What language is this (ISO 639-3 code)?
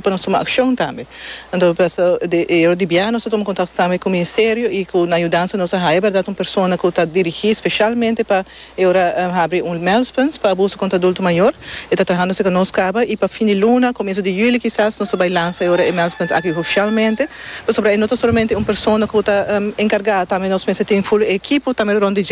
pap